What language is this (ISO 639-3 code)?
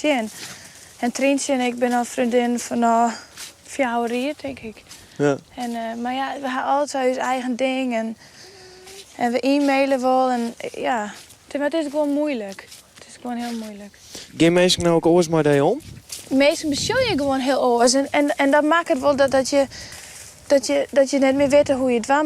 fry